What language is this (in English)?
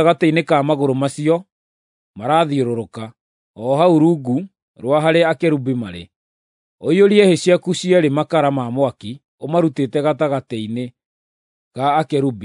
Kikuyu